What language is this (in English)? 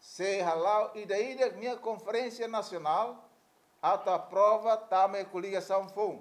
Tetum